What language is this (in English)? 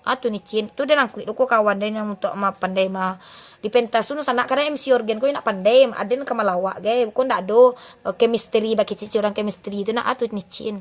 Minangkabau